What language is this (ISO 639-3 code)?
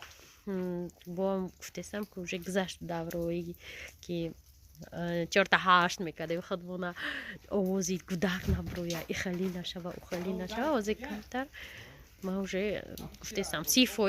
tgk